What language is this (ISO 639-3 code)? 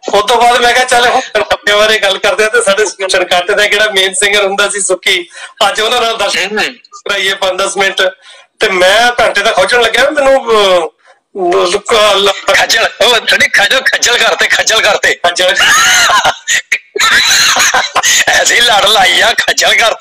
pan